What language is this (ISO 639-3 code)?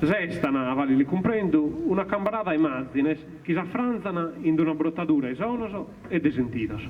srd